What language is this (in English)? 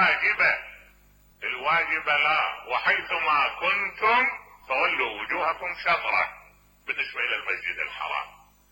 Mesopotamian Arabic